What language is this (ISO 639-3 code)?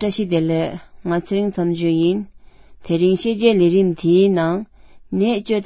bod